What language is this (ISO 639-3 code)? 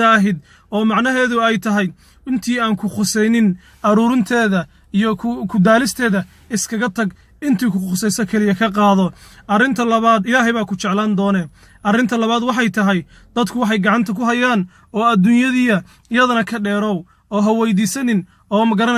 som